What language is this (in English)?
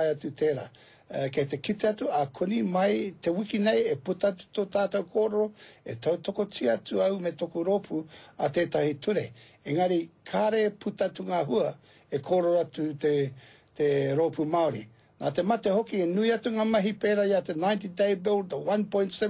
Māori